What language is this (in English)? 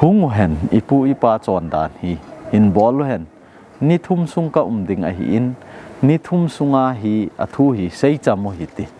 Thado Chin